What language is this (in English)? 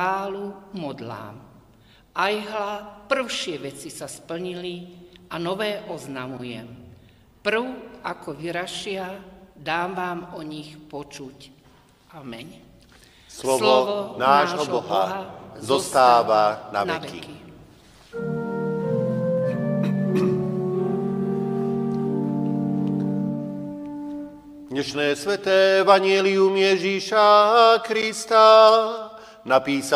Slovak